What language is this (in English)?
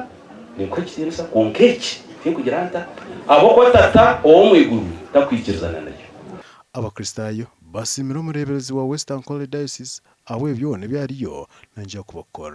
Nyankole